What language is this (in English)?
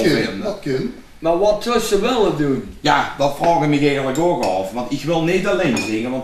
Limburgish